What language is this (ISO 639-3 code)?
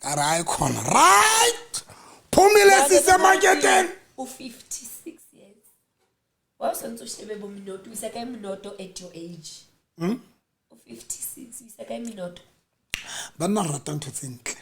sot